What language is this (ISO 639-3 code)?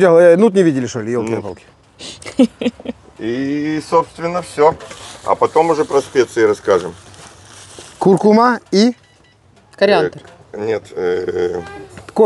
rus